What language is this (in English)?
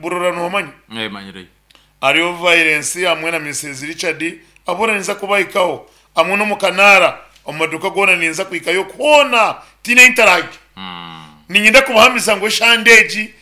Nyankole